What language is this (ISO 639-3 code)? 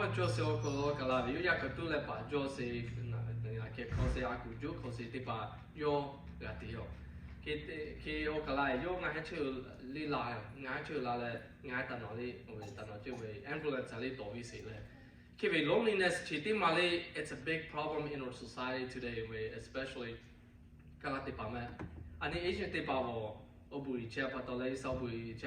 lhu